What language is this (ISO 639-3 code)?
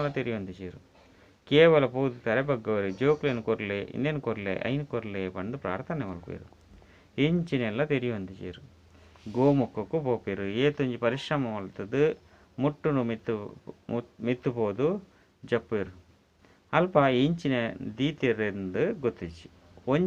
tcy